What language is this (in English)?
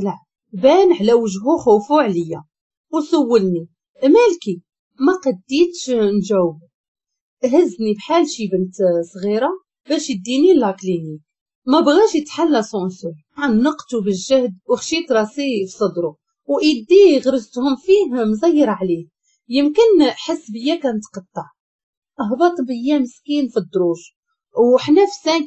Moroccan Arabic